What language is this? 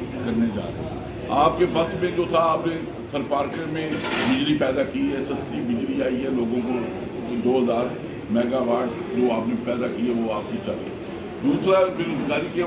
Urdu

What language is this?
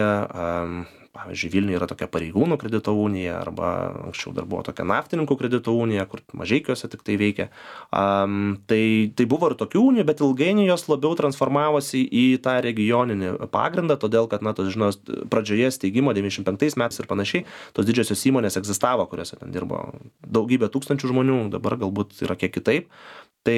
Lithuanian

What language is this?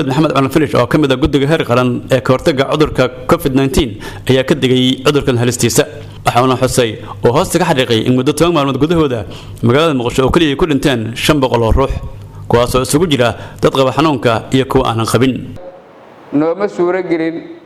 Somali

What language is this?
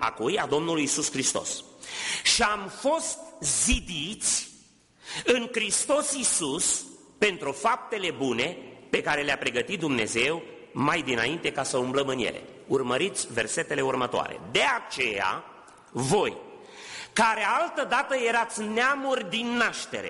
Romanian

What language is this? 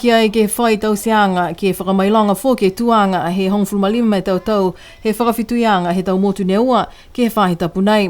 Niuean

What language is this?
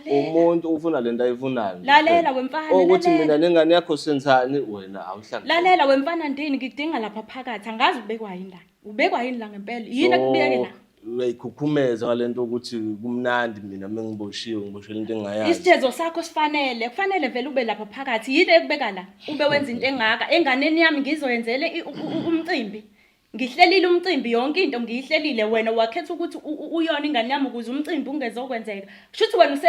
Zulu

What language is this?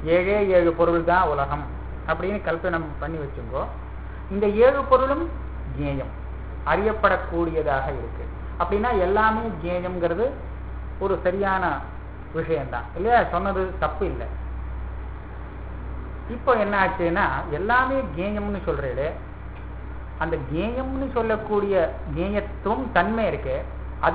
Tamil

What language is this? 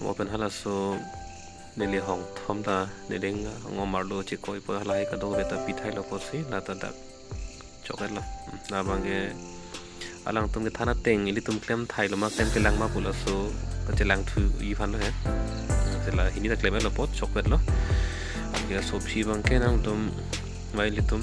Karbi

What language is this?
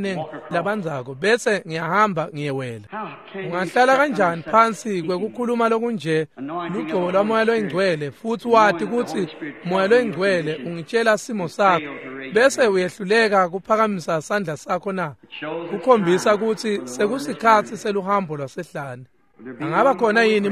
Swati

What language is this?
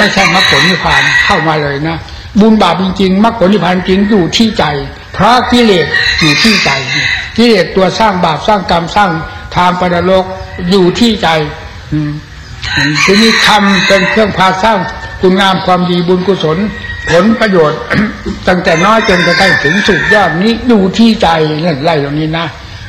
Thai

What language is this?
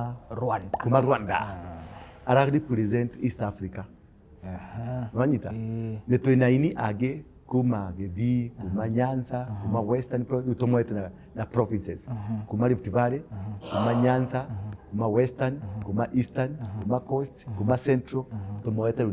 Kikuyu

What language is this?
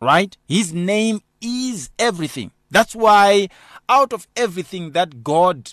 English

